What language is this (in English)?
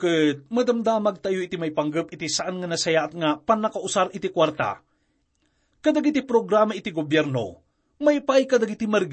Iloko